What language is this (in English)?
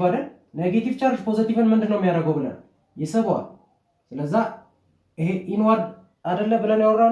Amharic